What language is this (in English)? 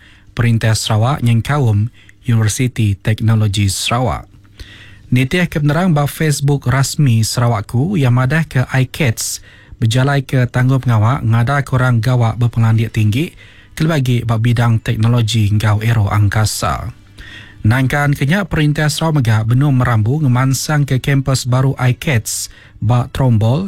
Iban